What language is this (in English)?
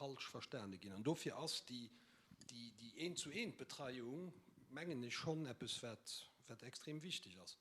Luxembourgish